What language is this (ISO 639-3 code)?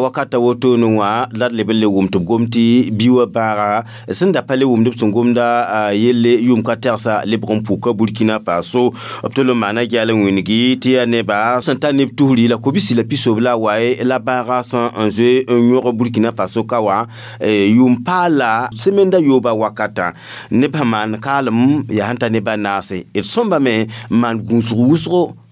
mos